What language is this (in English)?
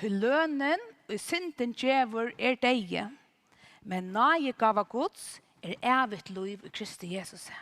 Faroese